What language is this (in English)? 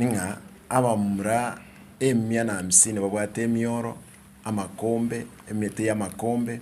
Gusii